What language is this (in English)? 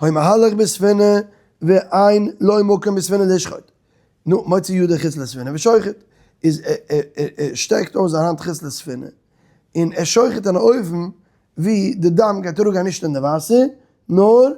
Yiddish